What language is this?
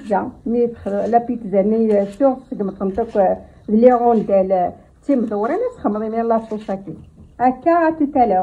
Kabyle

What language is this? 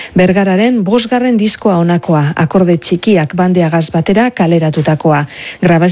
Basque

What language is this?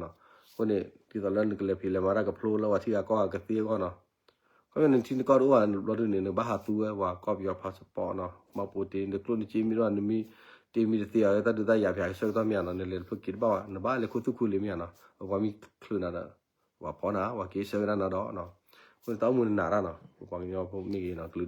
S'gaw Karen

